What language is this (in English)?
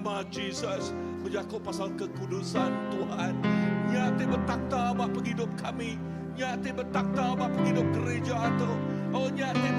Iban